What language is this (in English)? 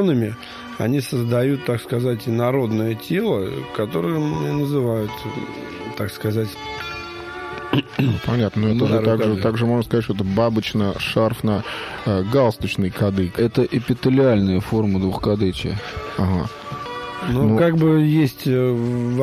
Russian